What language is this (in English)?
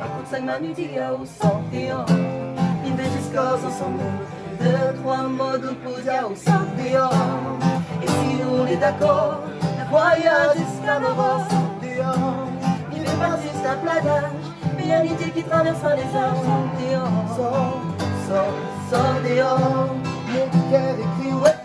Réunion Creole French